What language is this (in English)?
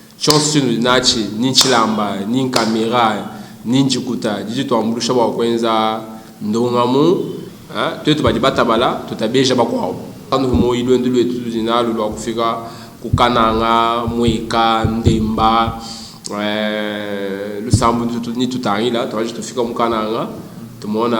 Luba-Lulua